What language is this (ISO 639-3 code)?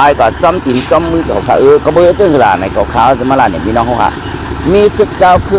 shn